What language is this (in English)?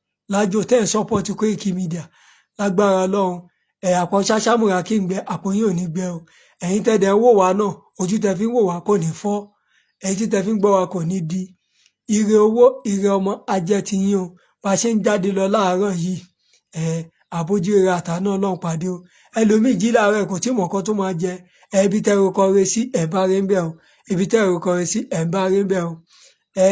Yoruba